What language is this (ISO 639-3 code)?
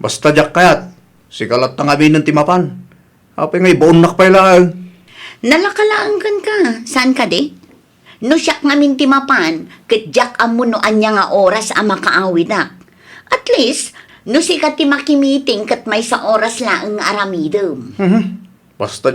ilo